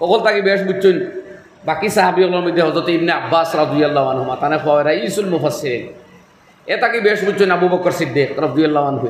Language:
Sylheti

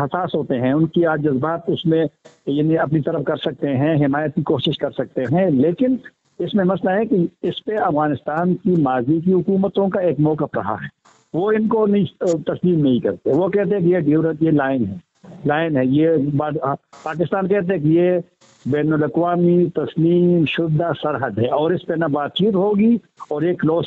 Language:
Urdu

